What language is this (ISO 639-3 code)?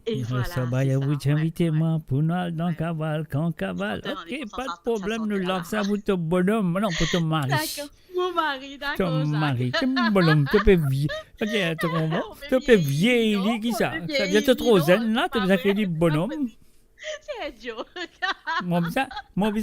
mfe